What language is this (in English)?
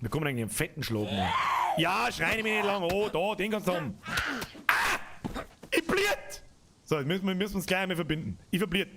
Bavarian